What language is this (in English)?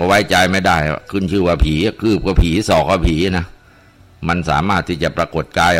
Thai